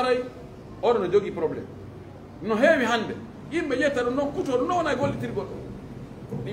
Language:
Pular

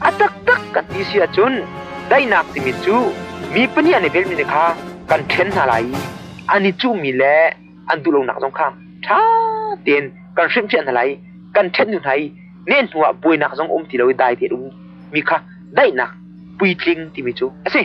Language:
Hakha Chin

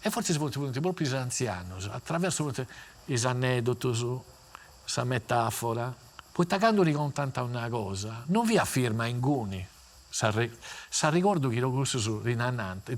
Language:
Sardinian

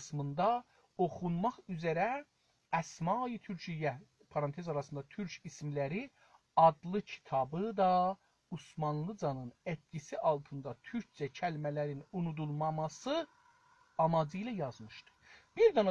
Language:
South Azerbaijani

